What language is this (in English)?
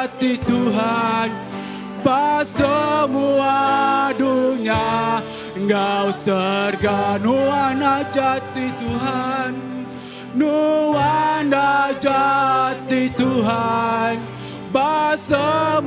Iban